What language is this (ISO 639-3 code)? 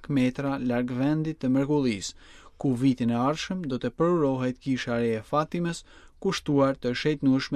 sqi